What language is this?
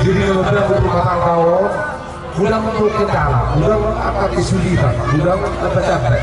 Batak Toba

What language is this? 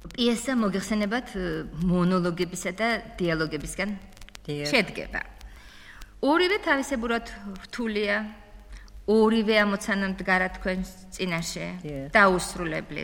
Georgian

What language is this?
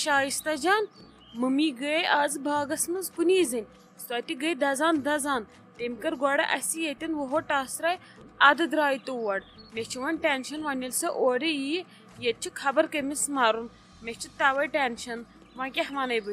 Kashmiri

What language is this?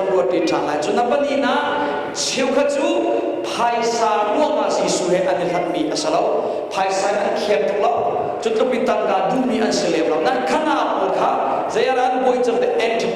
Hakha Chin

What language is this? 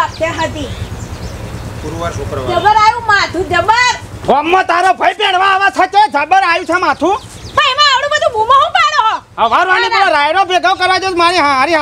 Gujarati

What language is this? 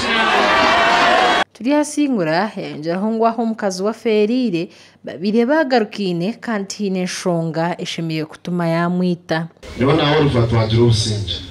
Nyankole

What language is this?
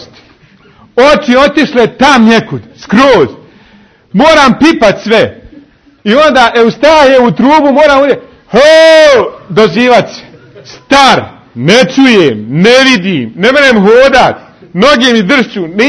Bosnian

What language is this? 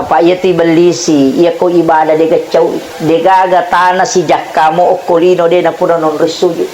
Buginese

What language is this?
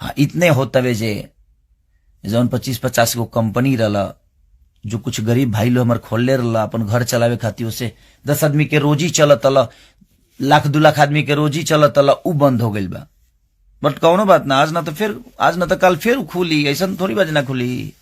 Bhojpuri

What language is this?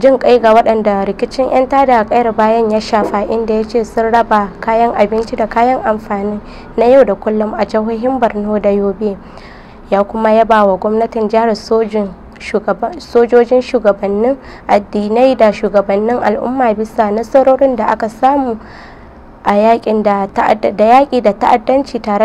Hausa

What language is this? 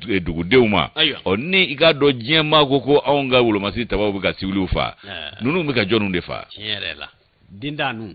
Bambara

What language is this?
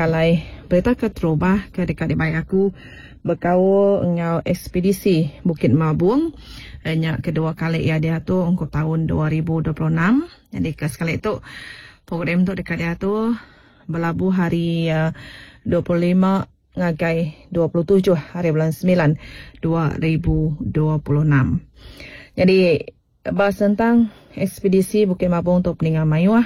Iban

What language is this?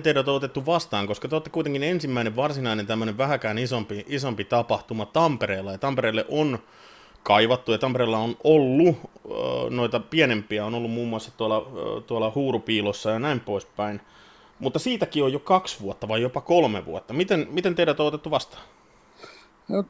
Finnish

